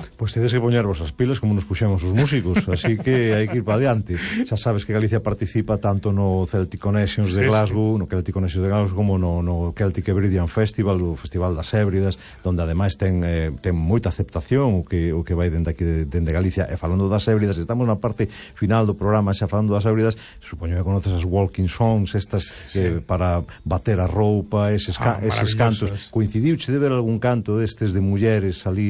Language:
Galician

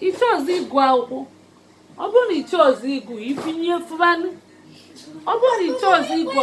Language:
Igbo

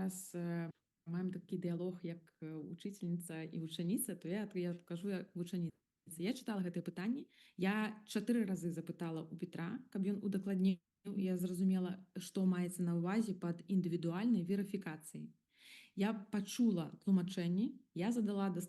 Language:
Belarusian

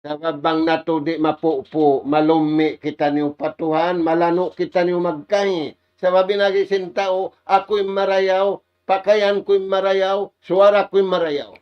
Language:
Tausug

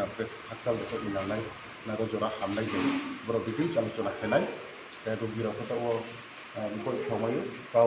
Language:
Riang (India)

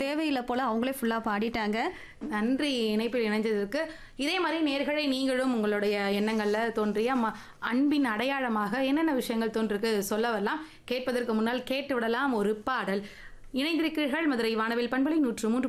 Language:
Tamil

